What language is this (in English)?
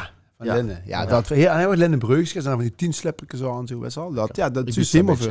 Limburgish